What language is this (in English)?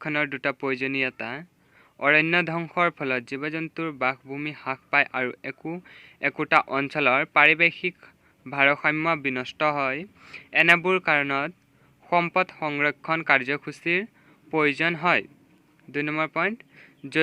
Assamese